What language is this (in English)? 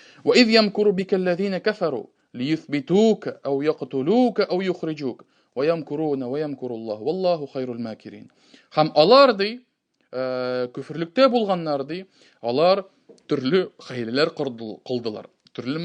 Tatar